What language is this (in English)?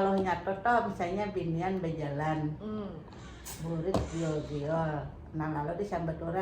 Banjar